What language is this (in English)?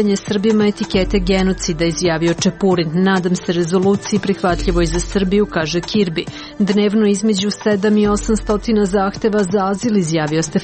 Serbian